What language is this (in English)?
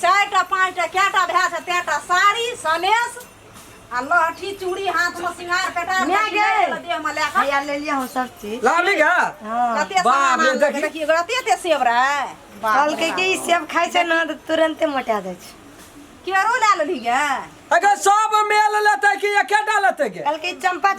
Maithili